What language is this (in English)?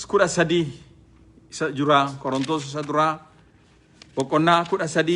Oromo